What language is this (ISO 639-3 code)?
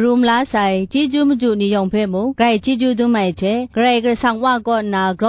kac